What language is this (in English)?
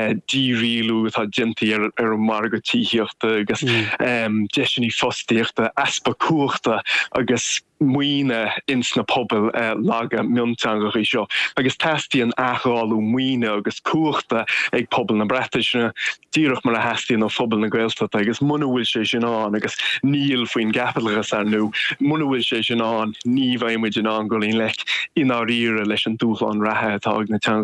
Irish